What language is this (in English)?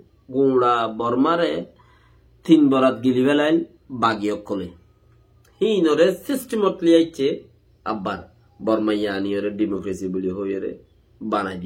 Rohingya